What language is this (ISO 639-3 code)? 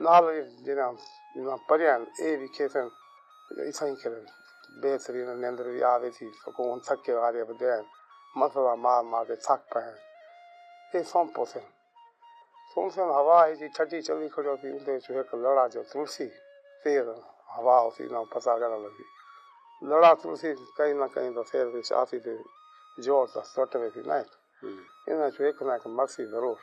skr